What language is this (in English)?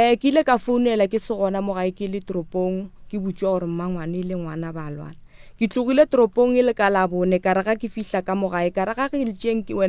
Northern Sotho